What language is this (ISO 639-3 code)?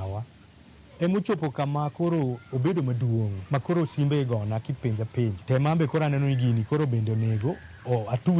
luo